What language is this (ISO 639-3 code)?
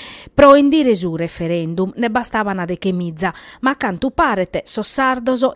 srd